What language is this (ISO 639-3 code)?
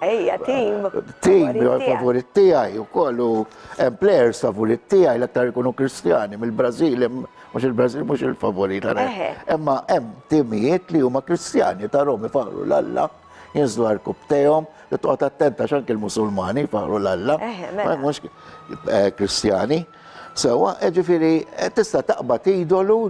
mlt